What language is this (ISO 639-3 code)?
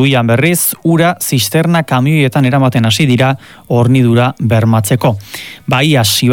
eus